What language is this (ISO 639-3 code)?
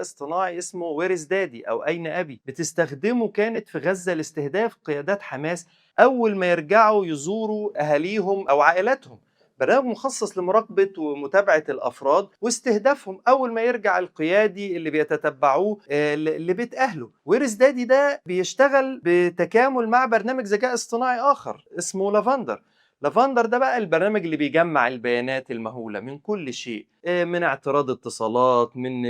arz